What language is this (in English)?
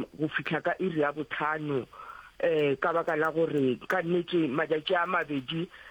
Northern Sotho